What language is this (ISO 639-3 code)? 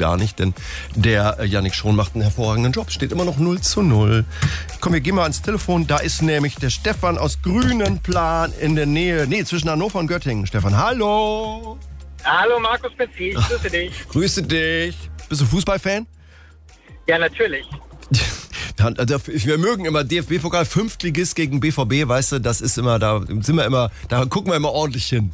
deu